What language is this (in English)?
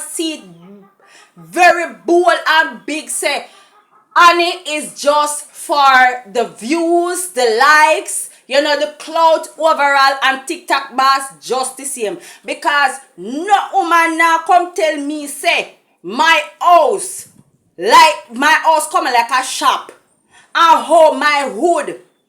Jamaican Creole English